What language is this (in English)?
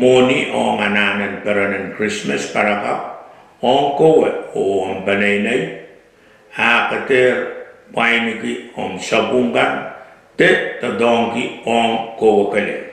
Pohnpeian